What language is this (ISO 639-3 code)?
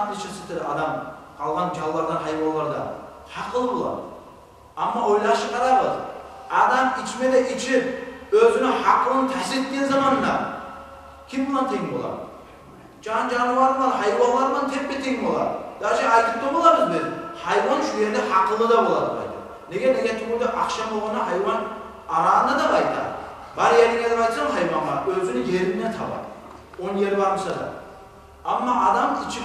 kum